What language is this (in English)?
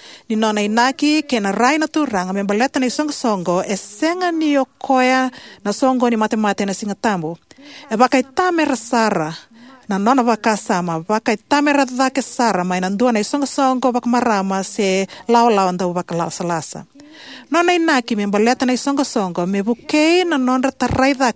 Fijian